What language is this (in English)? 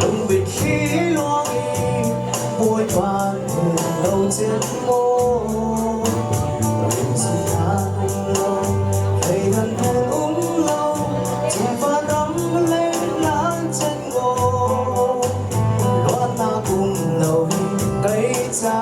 Falam Chin